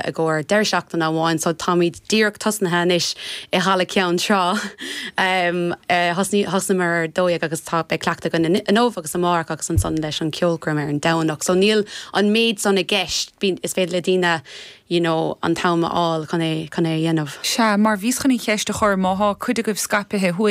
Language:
Irish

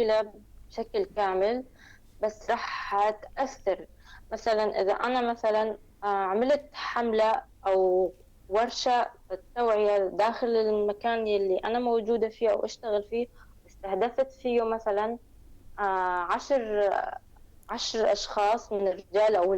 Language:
North Levantine Arabic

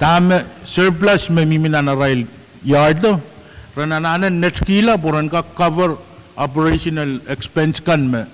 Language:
Pohnpeian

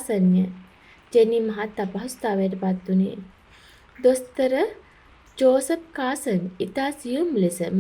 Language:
Sinhala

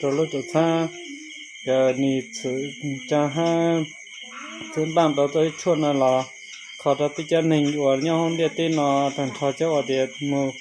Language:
Hmong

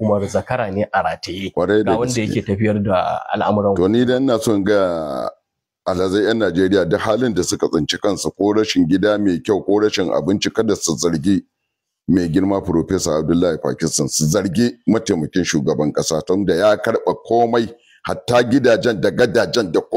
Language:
Hausa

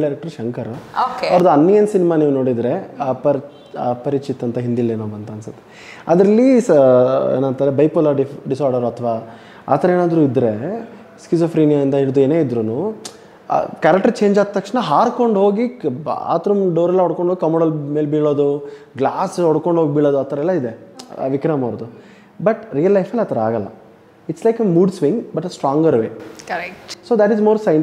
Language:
Kannada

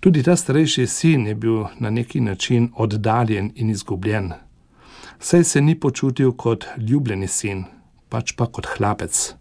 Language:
Slovenian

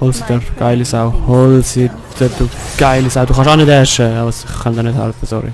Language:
Swiss German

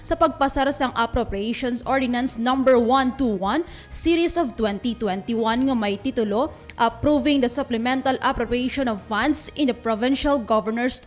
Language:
Hiligaynon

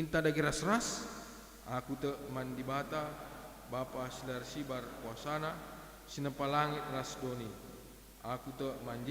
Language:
Batak Karo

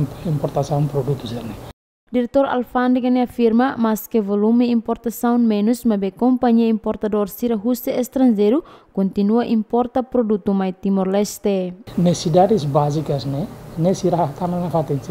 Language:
Tetum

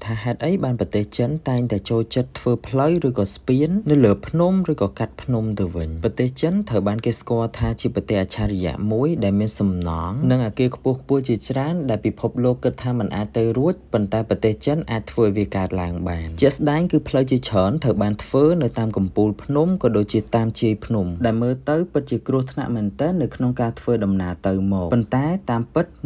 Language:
Khmer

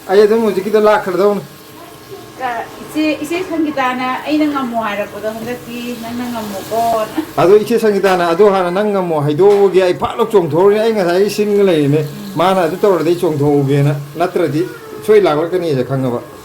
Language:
Manipuri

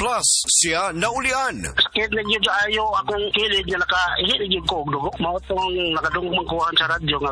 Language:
Cebuano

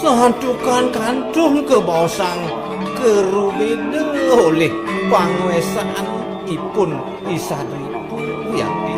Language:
Balinese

